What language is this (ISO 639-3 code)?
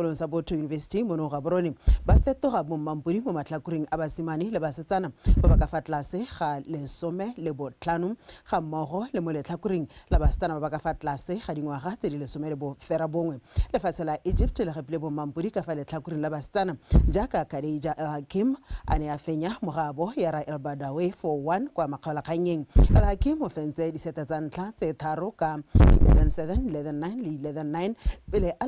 tsn